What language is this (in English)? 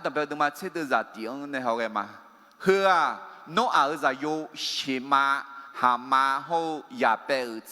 Akha